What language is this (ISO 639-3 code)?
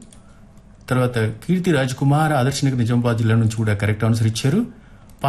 tel